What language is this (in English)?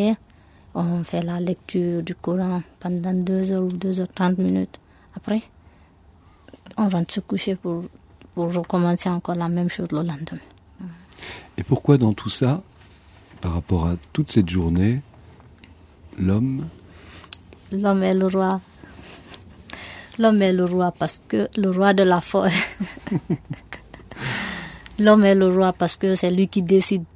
French